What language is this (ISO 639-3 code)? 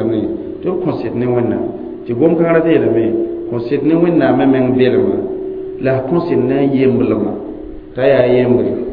mos